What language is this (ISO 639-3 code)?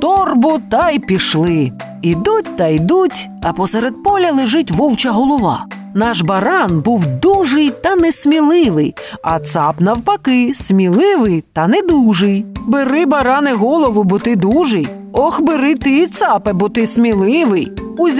ukr